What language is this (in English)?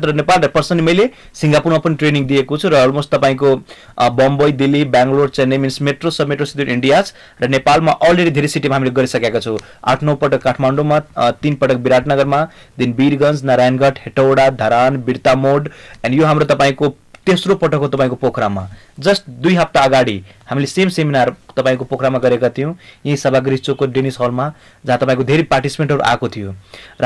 Nepali